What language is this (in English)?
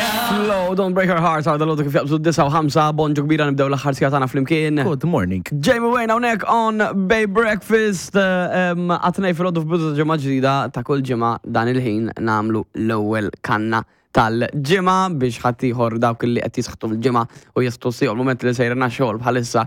Maltese